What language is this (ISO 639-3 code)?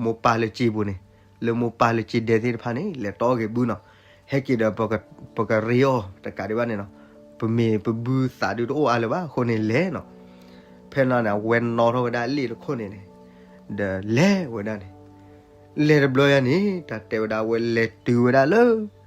ksw